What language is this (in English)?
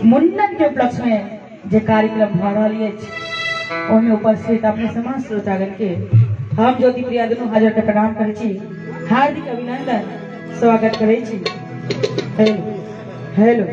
Maithili